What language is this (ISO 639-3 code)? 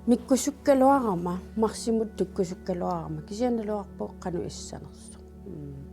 kal